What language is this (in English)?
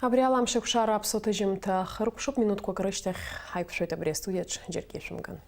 Abkhazian